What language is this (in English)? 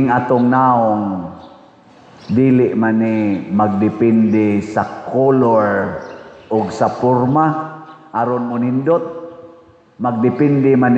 Cebuano